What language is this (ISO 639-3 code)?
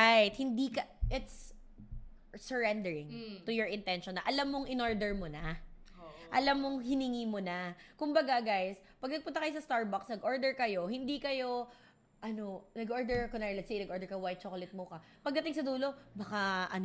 fil